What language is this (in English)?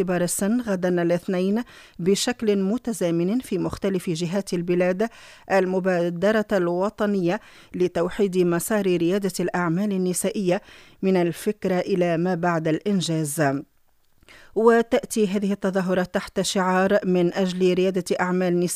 Arabic